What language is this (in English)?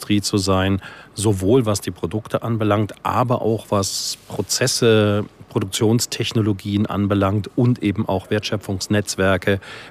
German